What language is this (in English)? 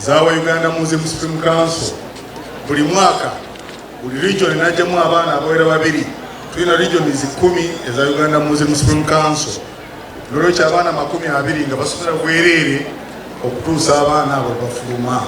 Soga